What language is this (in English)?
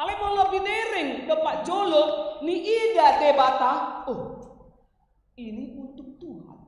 Batak Toba